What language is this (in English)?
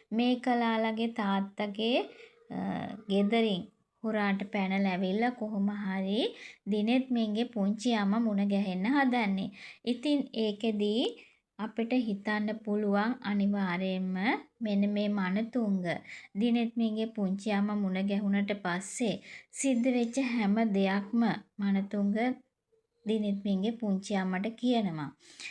Sinhala